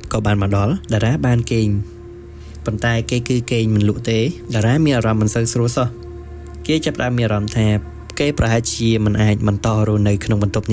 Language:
Khmer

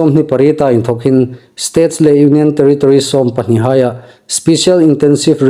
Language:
Hmar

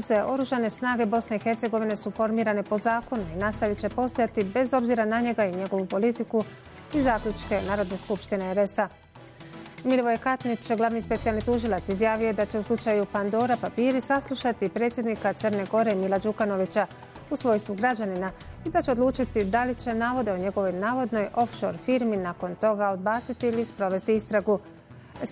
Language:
Bosnian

